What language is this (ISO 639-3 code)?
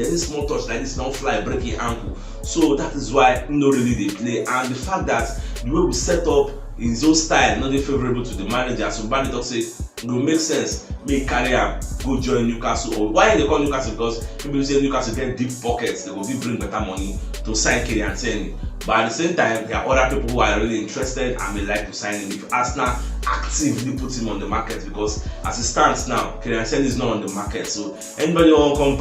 pcm